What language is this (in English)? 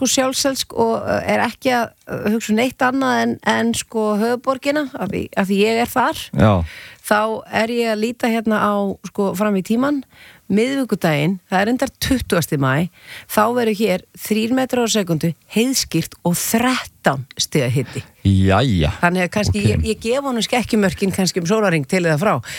Icelandic